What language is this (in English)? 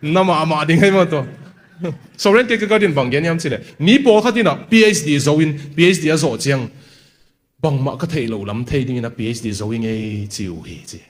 Tedim Chin